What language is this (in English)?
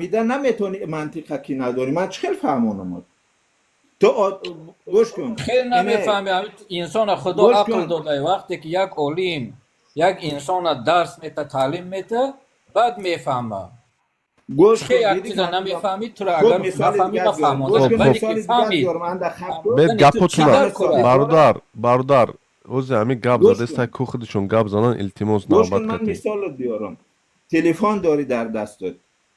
Tajik